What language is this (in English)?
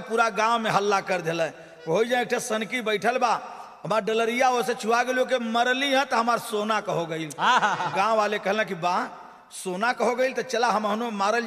Bhojpuri